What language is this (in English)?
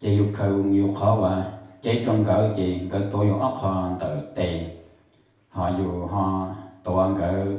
Hmong